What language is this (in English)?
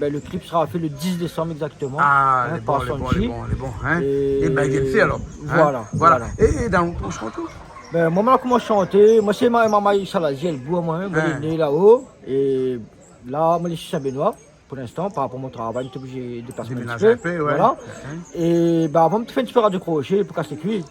Réunion Creole French